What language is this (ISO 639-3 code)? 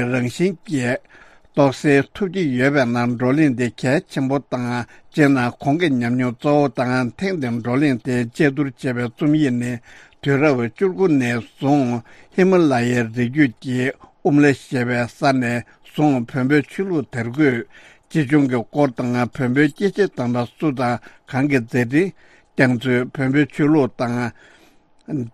bod